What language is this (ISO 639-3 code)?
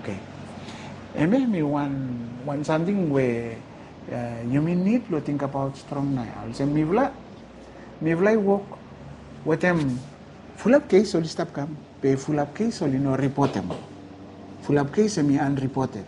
bis